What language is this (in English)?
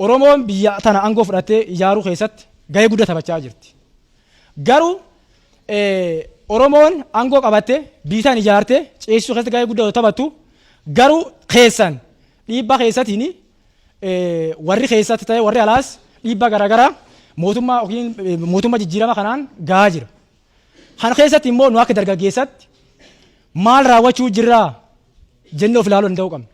Oromo